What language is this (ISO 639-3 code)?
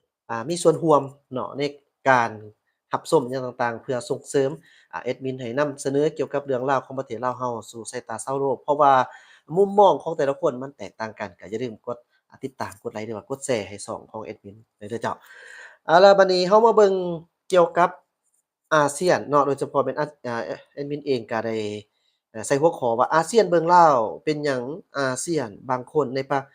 lao